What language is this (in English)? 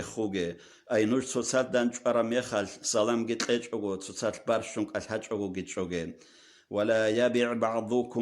Avaric